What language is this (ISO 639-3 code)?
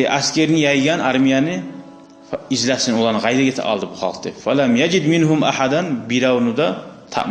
kum